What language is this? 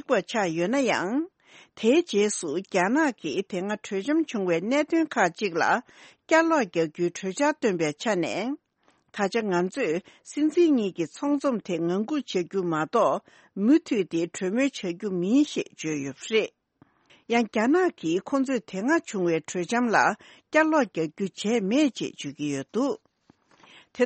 Tibetan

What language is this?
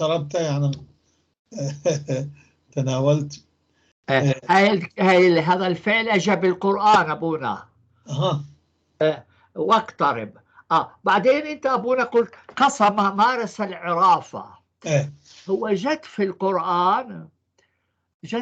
North Levantine Arabic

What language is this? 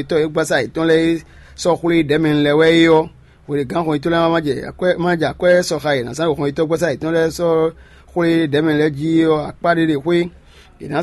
Fon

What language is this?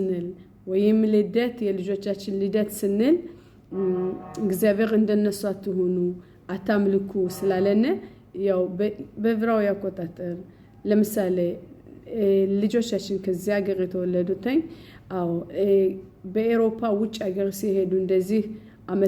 Amharic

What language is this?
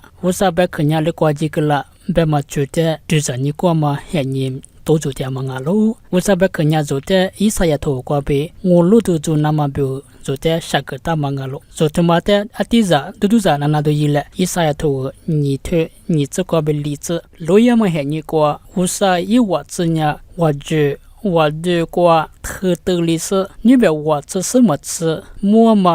Lisu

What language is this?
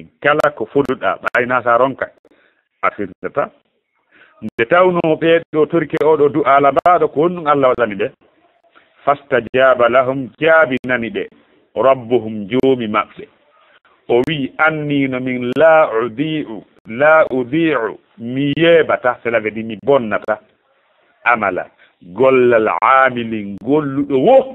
Fula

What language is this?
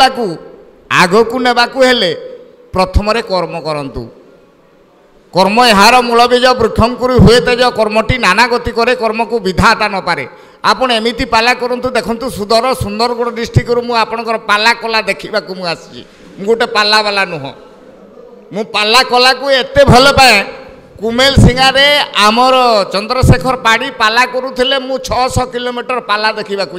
Odia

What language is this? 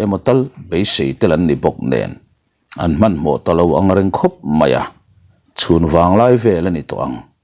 Mizo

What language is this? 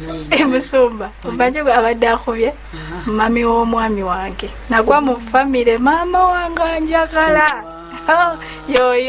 Ganda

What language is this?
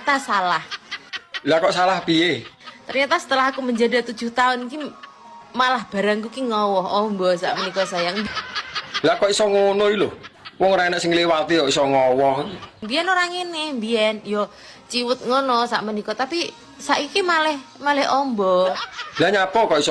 Javanese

